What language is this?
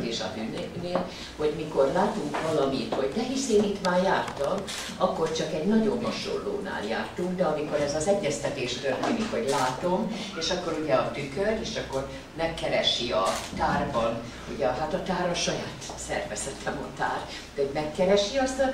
Hungarian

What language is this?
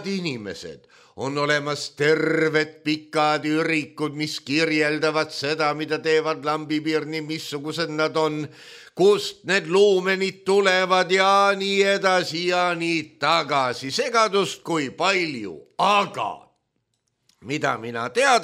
Estonian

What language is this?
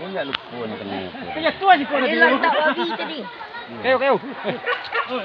Minangkabau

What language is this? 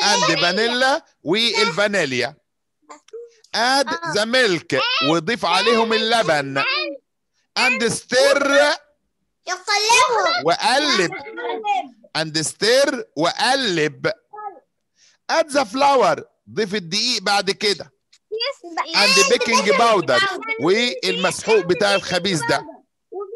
Egyptian Arabic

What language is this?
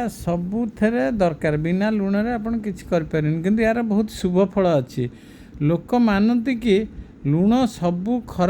Odia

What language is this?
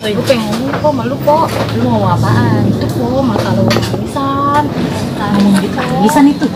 Betawi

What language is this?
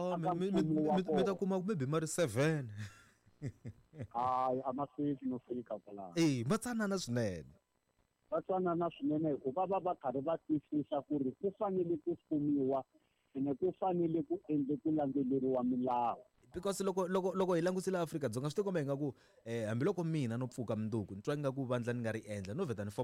Tsonga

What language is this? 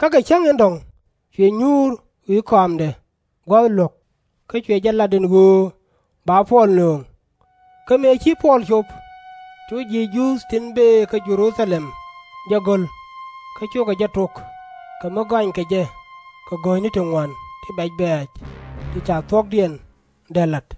Nuer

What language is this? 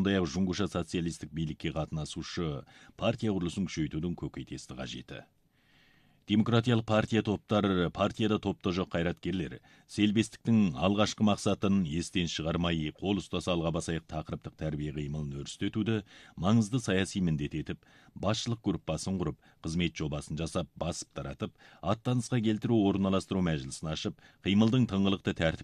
Kazakh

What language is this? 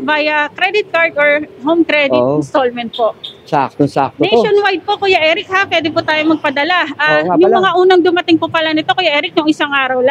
Filipino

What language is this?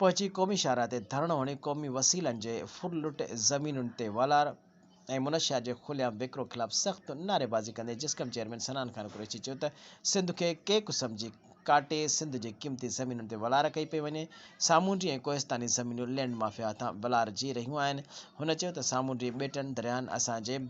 Sindhi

